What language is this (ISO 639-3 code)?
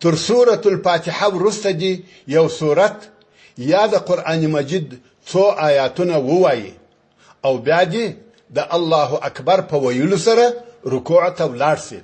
pus